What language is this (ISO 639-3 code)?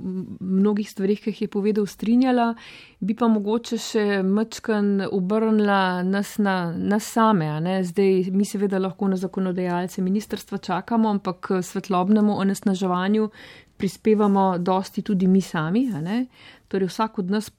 slv